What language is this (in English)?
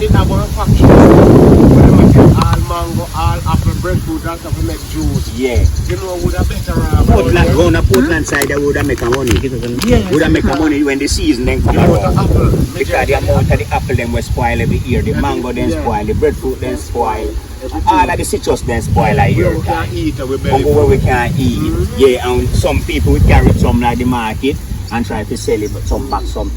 Jamaican Creole English